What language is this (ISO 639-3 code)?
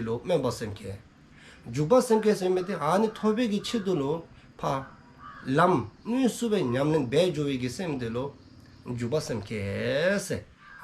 dzo